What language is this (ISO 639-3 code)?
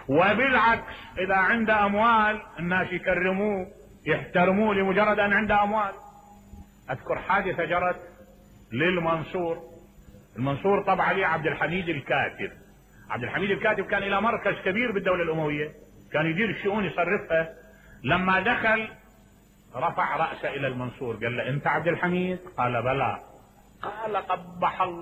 acm